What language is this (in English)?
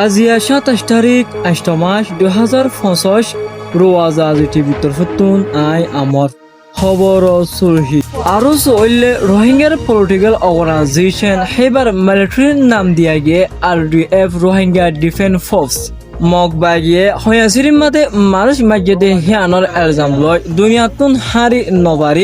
Rohingya